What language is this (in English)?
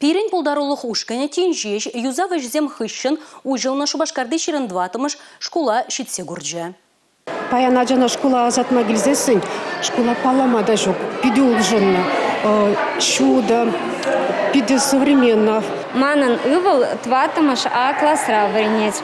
Chuvash